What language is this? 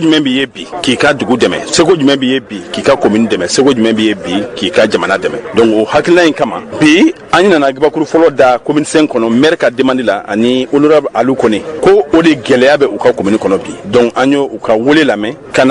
Bambara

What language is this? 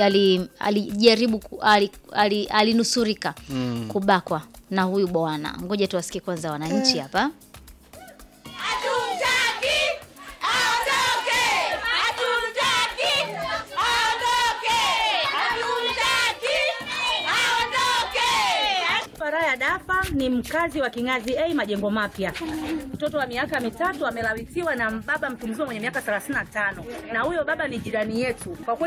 Swahili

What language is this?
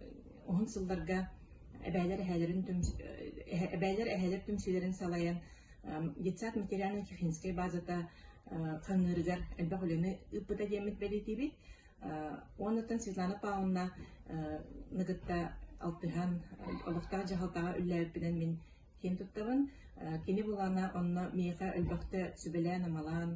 Yakut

